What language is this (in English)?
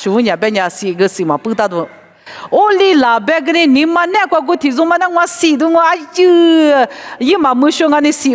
Lisu